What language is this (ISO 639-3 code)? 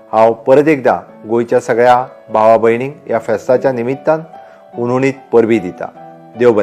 kok